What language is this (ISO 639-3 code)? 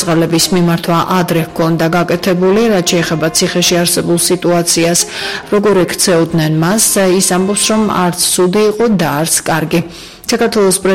kat